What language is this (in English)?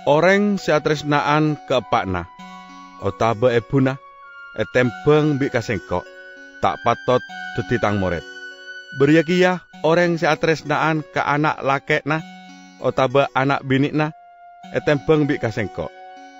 Madurese